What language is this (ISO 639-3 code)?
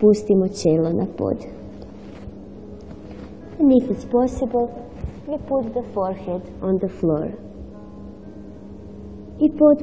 hrv